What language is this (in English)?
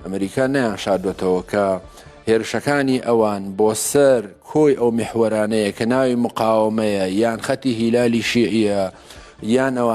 Central Kurdish